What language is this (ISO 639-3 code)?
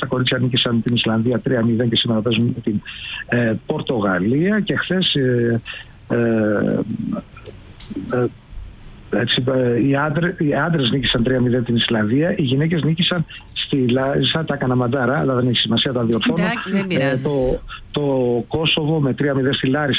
ell